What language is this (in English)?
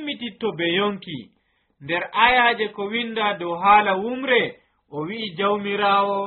Nigerian Fulfulde